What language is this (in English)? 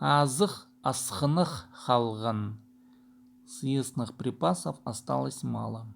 Khakas